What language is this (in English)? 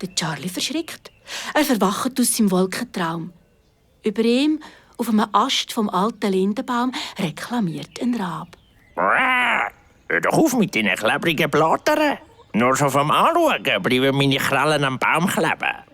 Swiss German